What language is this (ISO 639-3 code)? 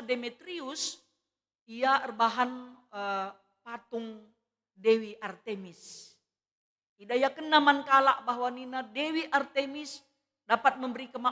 btx